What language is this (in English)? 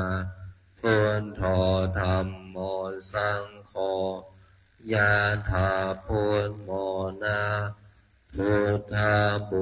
Pali